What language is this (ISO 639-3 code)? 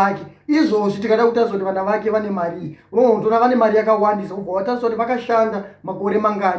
sna